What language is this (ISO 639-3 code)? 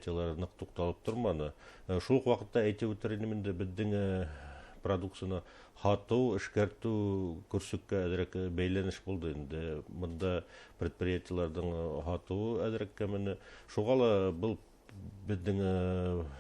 bak